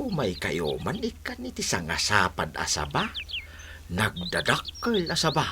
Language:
Iloko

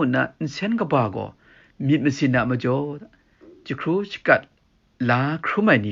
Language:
Kachin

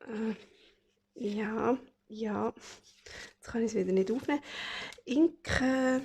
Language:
Swiss German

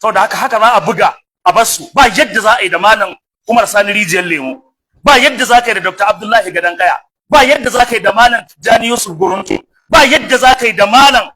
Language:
Hausa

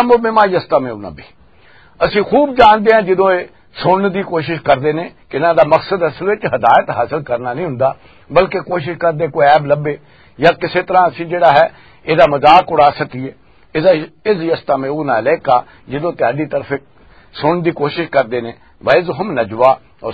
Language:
Western Panjabi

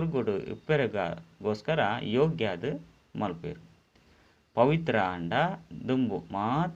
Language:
Tulu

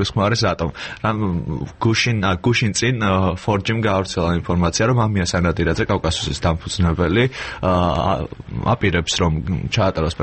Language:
Georgian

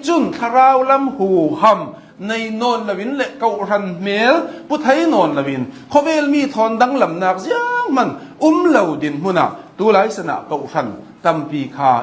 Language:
Hakha Chin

